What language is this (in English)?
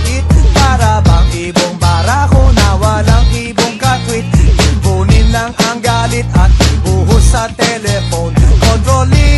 Filipino